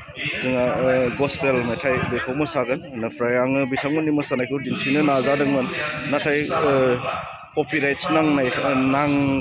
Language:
Bodo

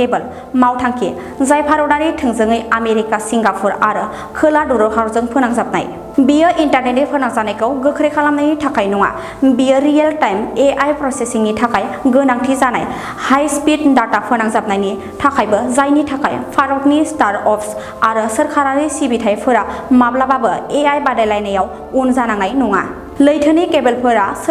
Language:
Bodo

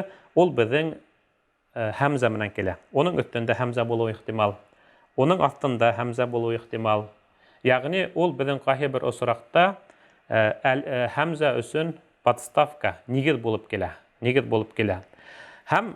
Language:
Bashkir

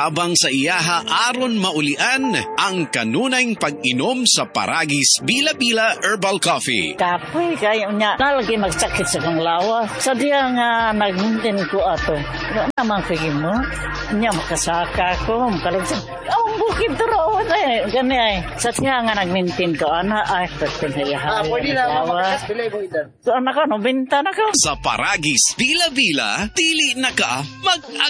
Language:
Cebuano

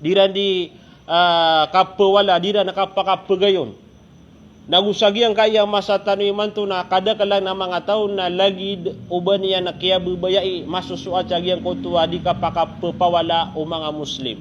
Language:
Maranao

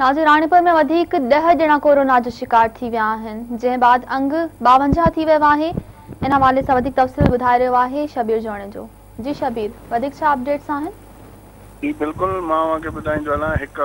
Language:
Sindhi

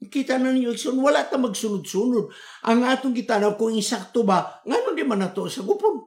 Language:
Cebuano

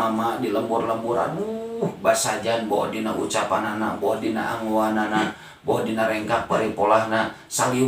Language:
Sundanese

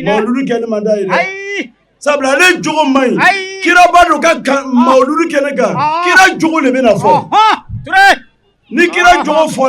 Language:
Bambara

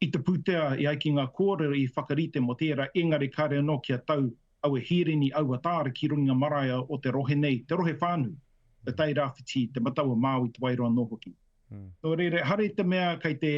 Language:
Māori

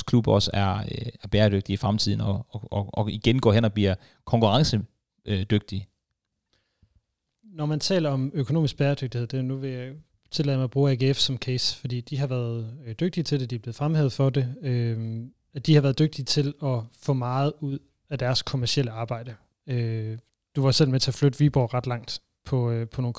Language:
Danish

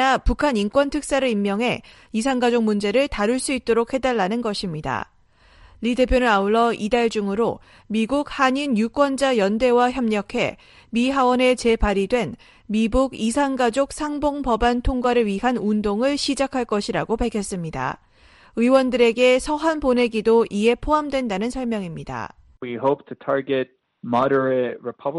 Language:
Korean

